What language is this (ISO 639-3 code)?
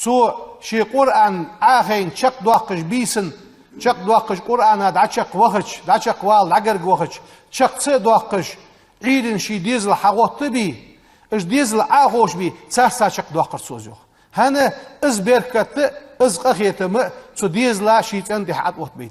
inh